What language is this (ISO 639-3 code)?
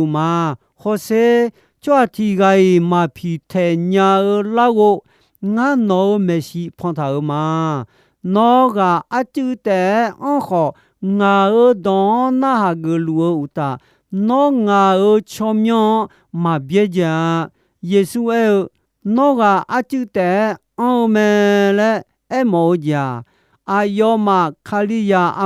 ahk